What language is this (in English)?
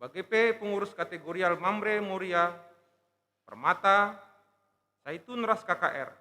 Batak Karo